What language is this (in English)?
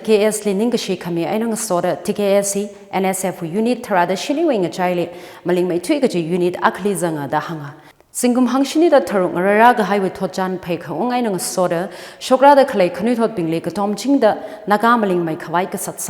Tangkhul Naga (India)